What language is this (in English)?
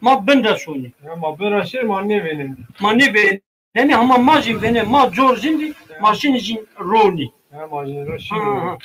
Zaza